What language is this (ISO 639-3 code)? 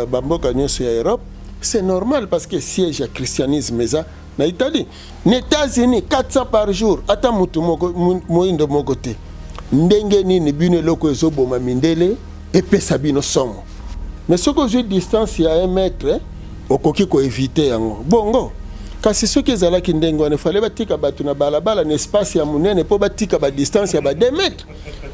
lin